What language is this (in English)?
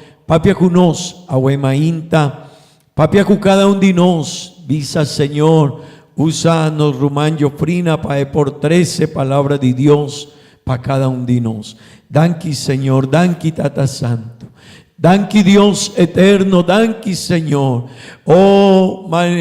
Papiamento